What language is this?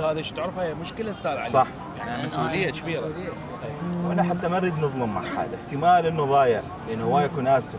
Mesopotamian Arabic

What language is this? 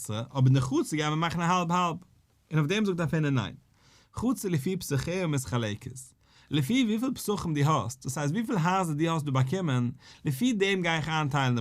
Yiddish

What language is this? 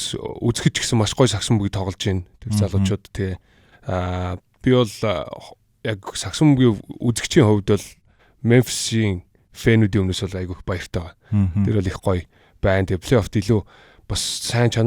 Mongolian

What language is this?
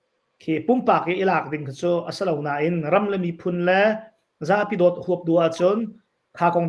Hakha Chin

